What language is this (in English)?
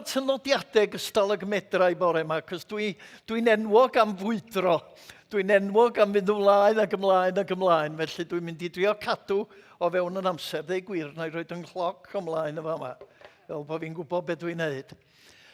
Welsh